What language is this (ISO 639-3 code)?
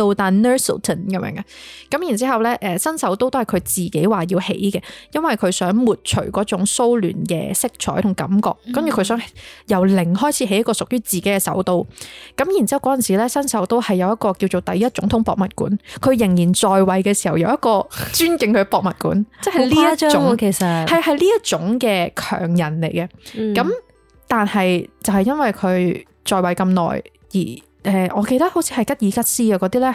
yue